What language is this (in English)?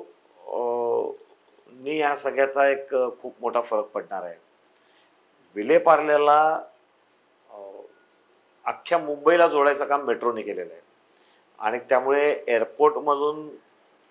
Marathi